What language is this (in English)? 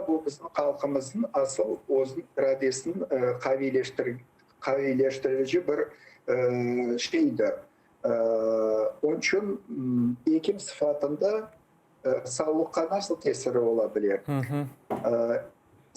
Crimean Tatar